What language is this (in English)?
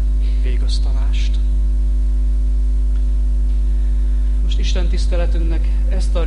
Hungarian